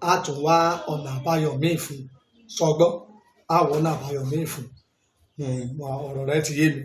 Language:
Yoruba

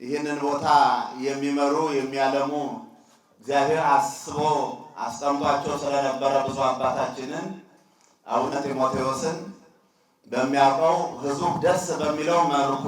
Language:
Amharic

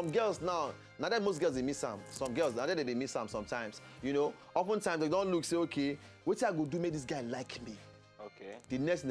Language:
Nigerian Pidgin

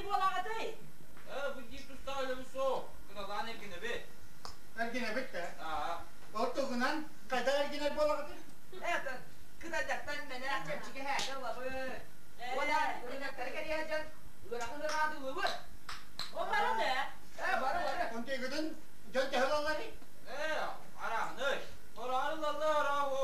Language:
Yakut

